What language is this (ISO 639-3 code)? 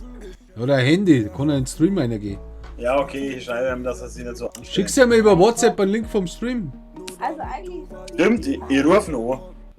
bar